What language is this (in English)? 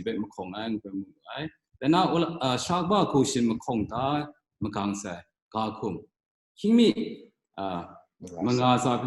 Kachin